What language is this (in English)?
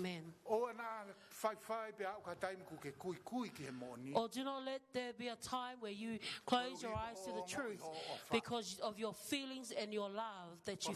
Tongan